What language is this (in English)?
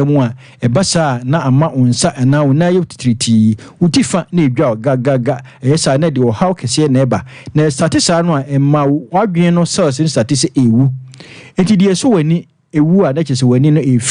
Akan